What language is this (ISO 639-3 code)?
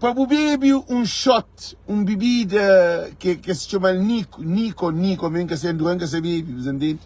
kea